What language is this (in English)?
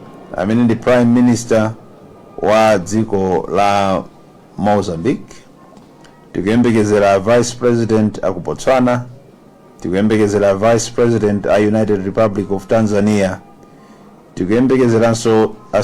Nyanja